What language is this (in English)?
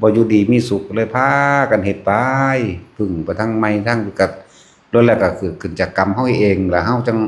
Northeastern Thai